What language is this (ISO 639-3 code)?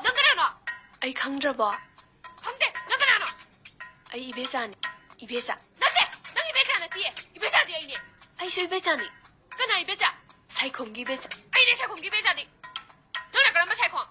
mni